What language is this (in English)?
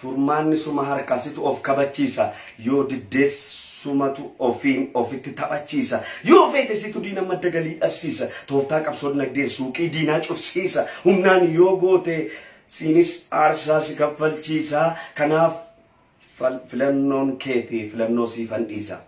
Oromo